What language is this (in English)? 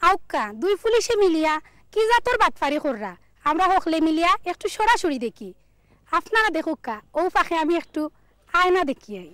Sylheti